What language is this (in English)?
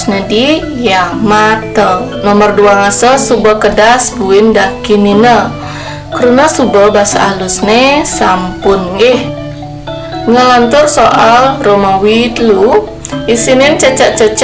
Balinese